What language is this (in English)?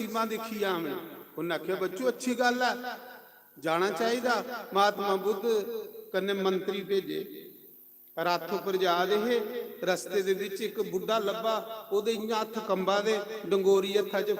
Dogri